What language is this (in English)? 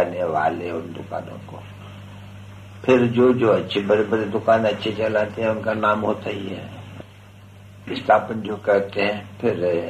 Hindi